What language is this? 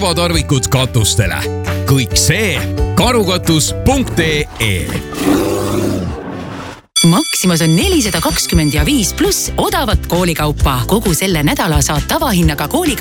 Estonian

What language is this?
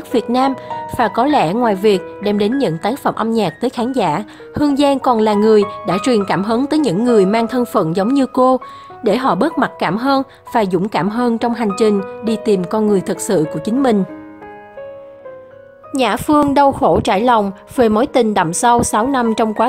Vietnamese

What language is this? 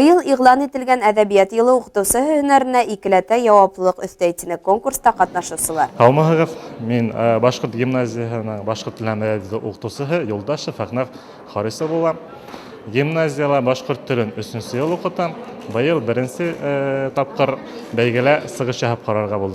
Bashkir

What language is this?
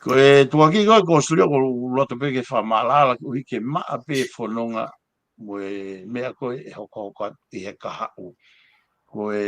Tongan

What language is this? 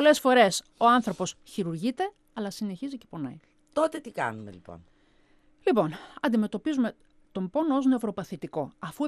Greek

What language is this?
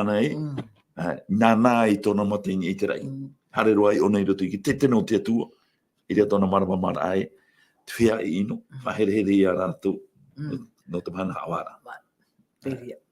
Tahitian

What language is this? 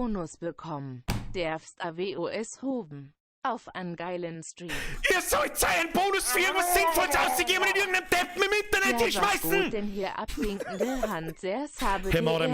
Bavarian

